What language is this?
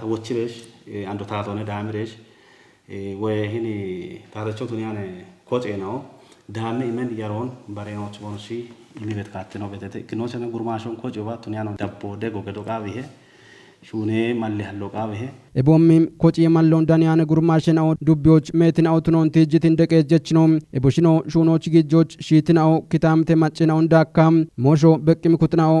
Kafa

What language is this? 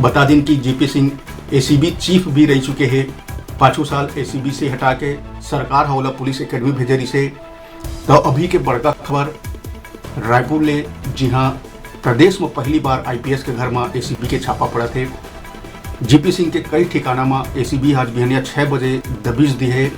Chhattisgarhi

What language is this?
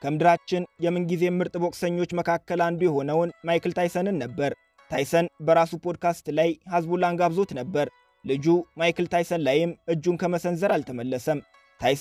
Amharic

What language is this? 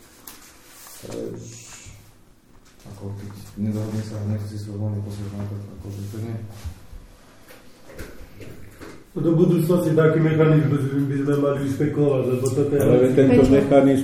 Slovak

